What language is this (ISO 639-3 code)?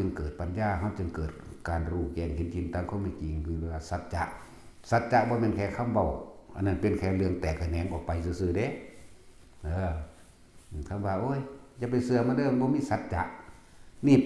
tts